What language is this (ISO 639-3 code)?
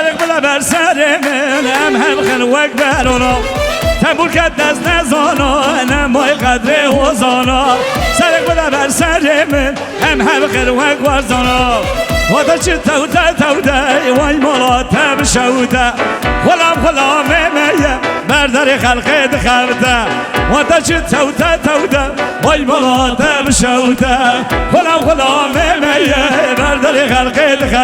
kur